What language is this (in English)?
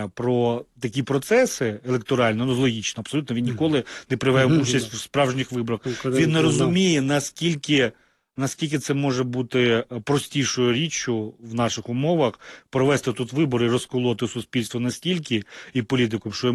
Ukrainian